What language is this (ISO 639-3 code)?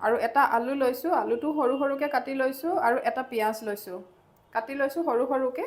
asm